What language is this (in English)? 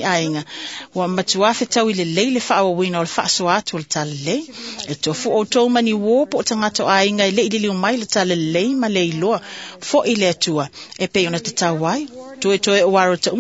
Samoan